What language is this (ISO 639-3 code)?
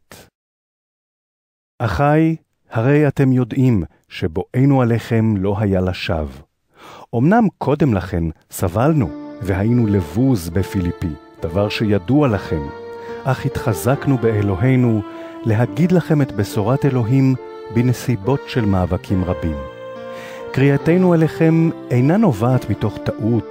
heb